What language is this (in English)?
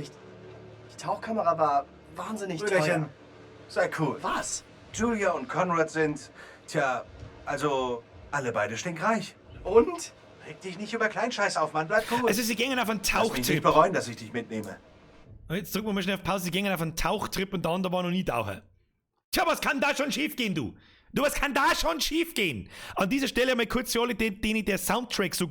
Bavarian